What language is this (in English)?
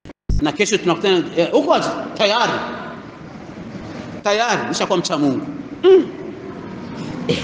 Swahili